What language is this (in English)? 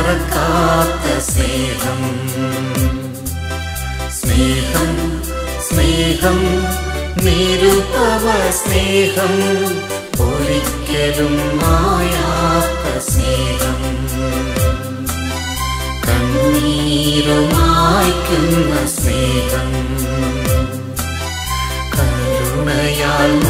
Malayalam